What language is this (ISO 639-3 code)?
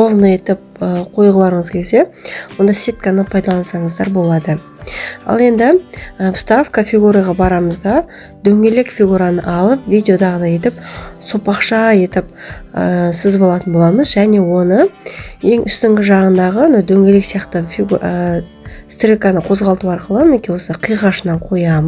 kaz